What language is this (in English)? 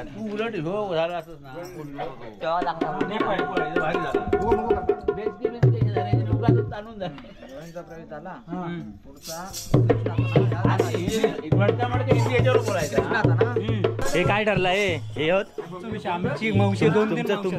Marathi